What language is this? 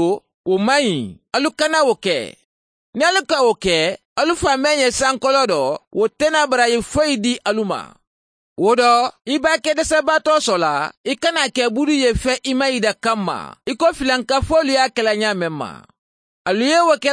Mandingo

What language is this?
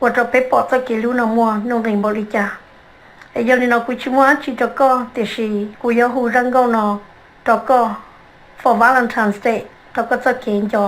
Hmong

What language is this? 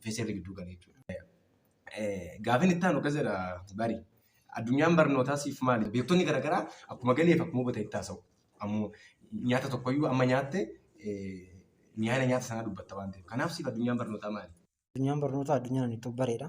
Oromo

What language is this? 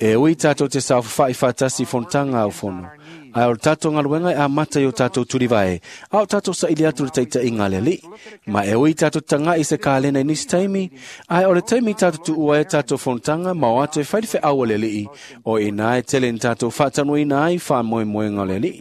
Samoan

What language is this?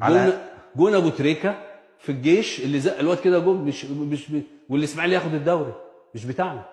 Egyptian Arabic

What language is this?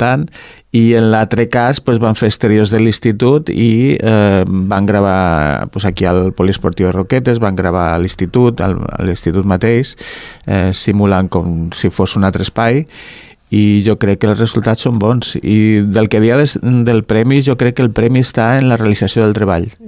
Catalan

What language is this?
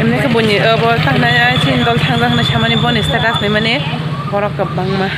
Kok Borok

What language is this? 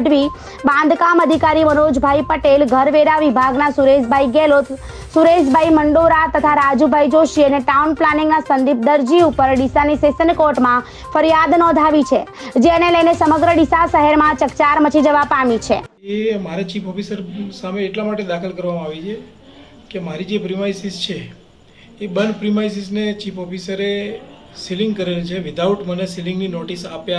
Gujarati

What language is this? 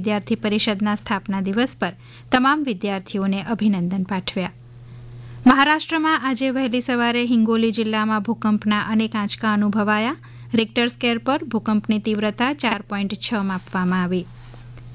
Gujarati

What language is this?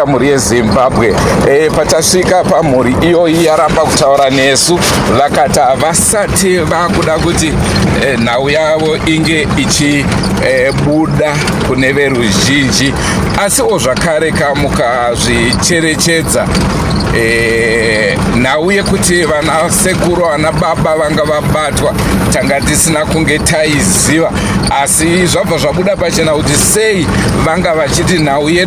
Shona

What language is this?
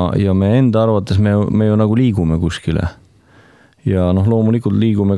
Estonian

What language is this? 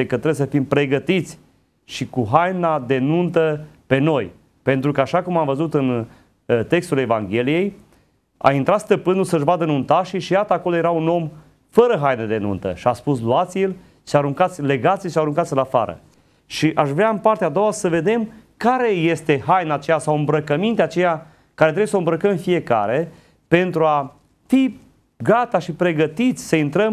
Romanian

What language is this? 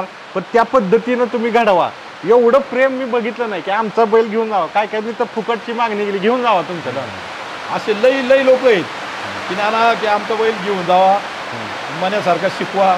Marathi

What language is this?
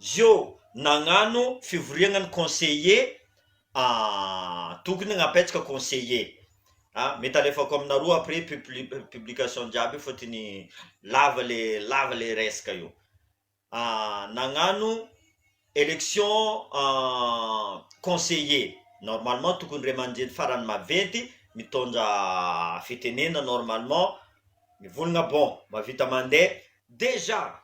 Malagasy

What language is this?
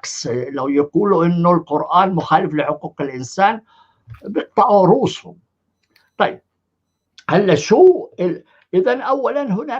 North Levantine Arabic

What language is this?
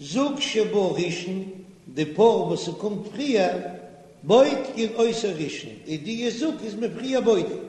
Yiddish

